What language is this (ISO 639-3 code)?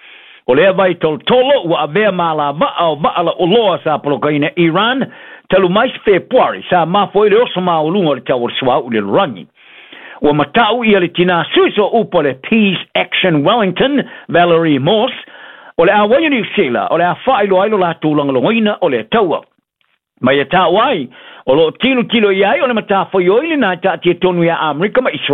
smo